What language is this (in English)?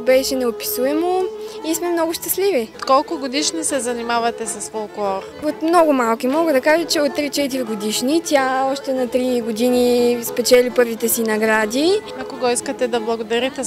Bulgarian